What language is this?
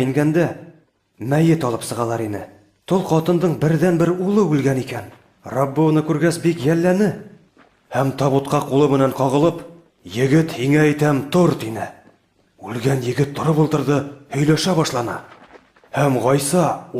Bashkir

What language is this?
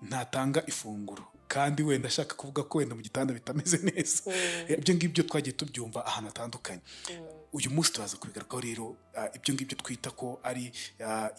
Kinyarwanda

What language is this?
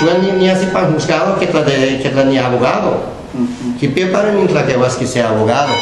Guerrero Nahuatl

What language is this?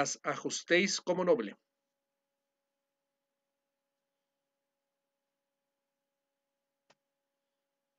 Spanish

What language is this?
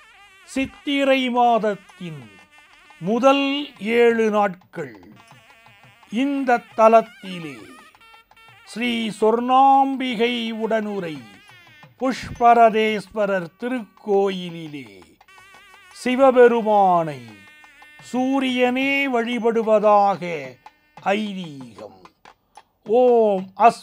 Tamil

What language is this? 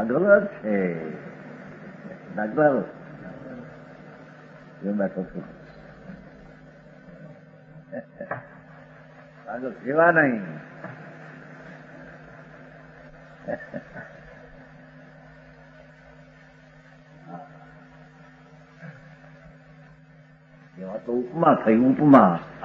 Gujarati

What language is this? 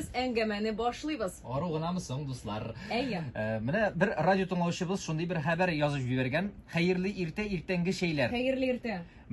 Tatar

